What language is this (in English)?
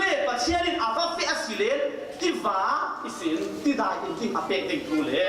Falam Chin